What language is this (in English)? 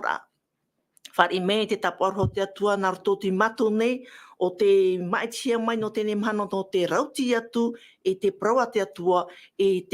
Tahitian